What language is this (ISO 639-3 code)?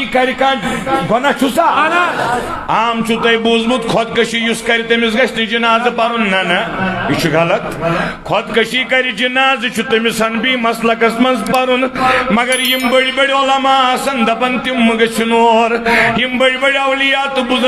kas